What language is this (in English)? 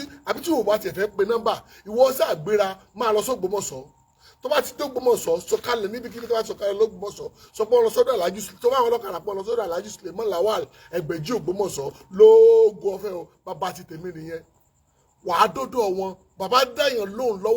Yoruba